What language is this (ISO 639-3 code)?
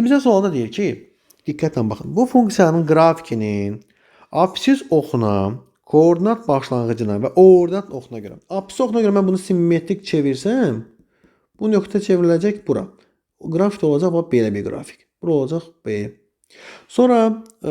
aze